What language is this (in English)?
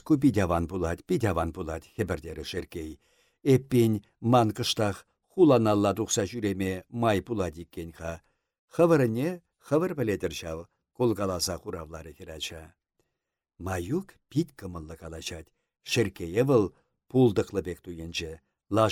Chuvash